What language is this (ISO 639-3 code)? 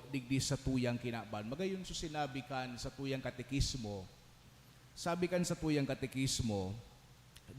bik